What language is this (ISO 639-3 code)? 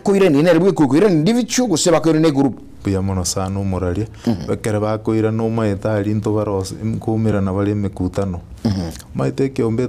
guz